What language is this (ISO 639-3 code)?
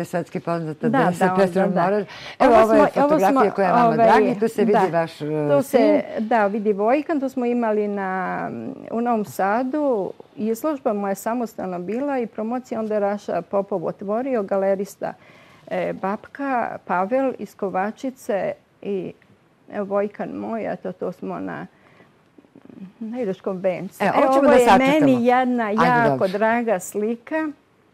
srp